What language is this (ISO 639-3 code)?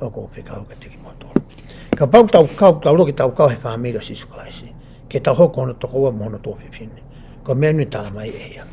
ton